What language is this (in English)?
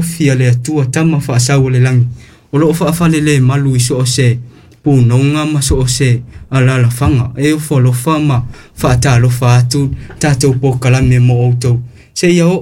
Samoan